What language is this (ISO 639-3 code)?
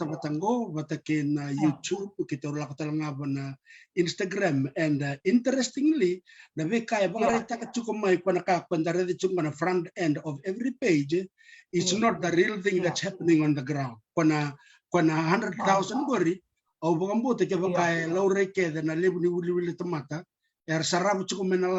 fij